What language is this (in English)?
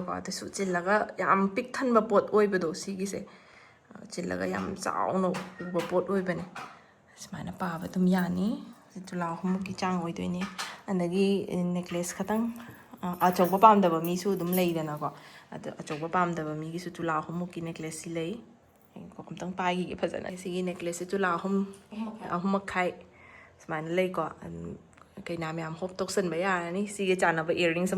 Manipuri